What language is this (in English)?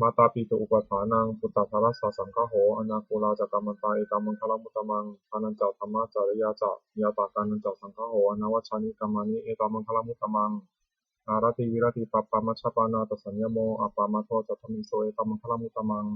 Pali